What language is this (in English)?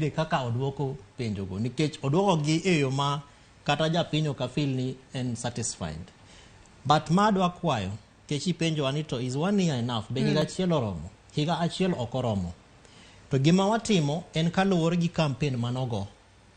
Luo (Kenya and Tanzania)